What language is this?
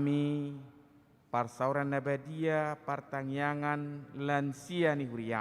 Batak Toba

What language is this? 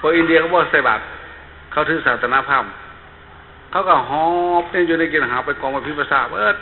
Northeastern Thai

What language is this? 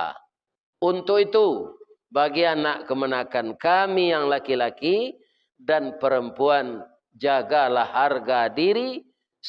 Minangkabau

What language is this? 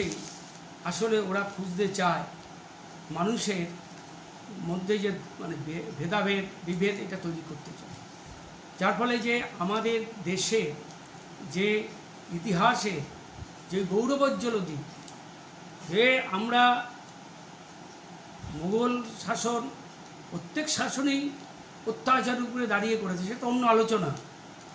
Bangla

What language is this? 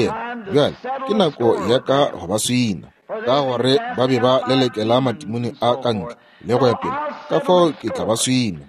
Northern Sotho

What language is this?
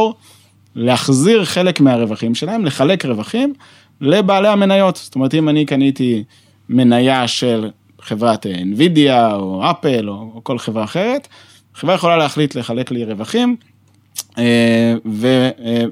Hebrew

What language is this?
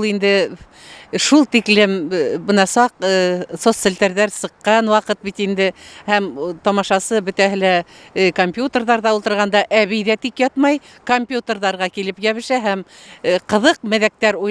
Bashkir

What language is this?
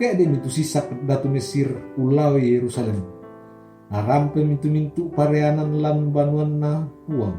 Toraja-Sa'dan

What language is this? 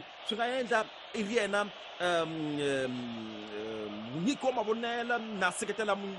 Tsonga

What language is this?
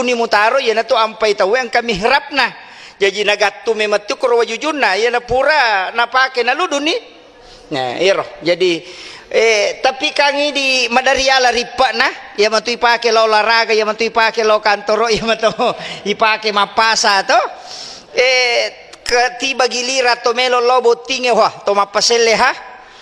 Buginese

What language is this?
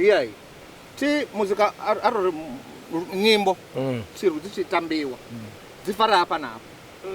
Venda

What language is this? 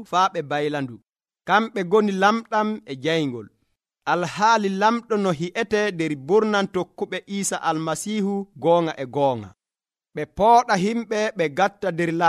Nigerian Fulfulde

